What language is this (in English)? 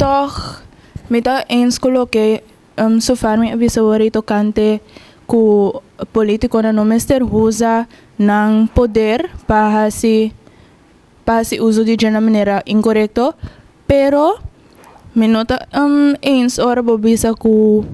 Papiamento